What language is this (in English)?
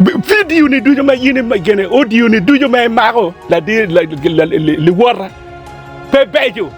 Acoli